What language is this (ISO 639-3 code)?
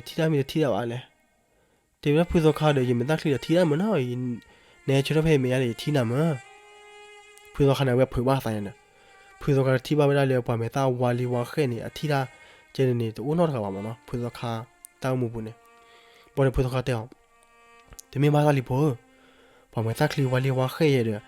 ksw